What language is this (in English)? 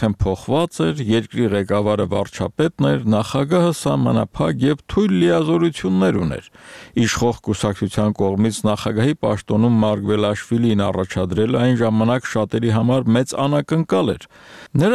Armenian